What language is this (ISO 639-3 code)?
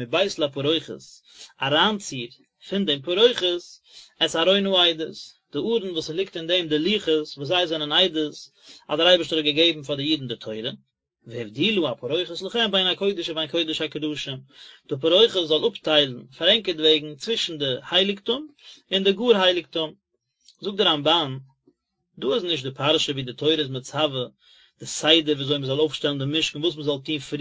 yid